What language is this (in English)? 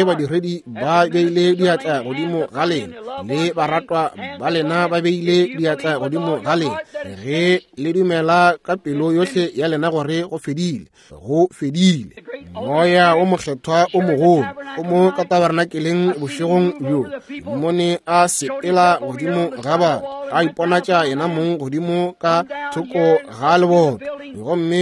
Northern Sotho